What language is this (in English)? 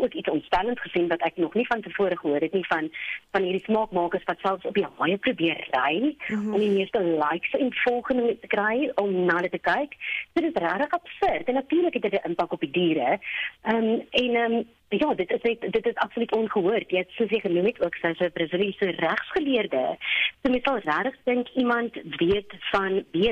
Afrikaans